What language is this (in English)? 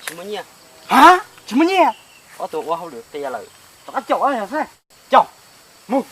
Hmong